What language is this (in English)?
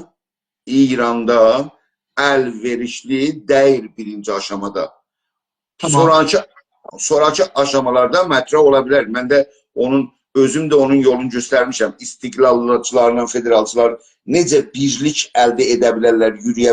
South Azerbaijani